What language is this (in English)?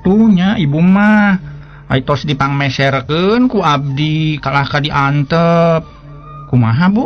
Sundanese